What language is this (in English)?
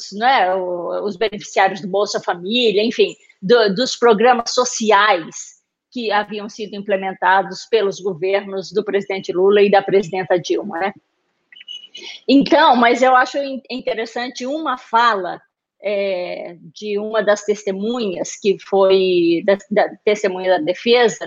Portuguese